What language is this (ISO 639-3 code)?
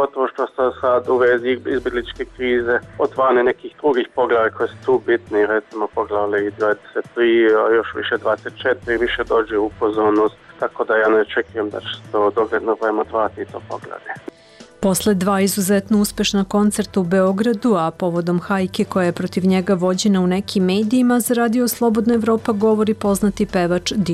srp